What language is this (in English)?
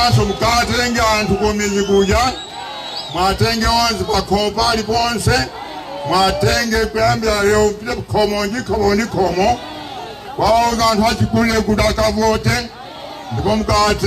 Nyanja